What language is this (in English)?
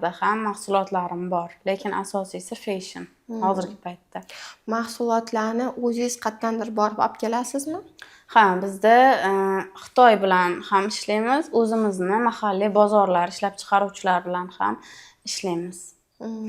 Uzbek